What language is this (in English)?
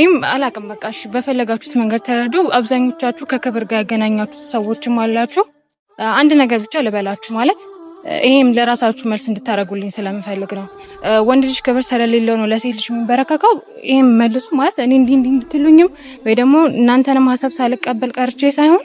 Amharic